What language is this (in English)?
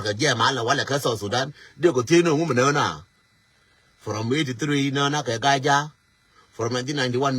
Nuer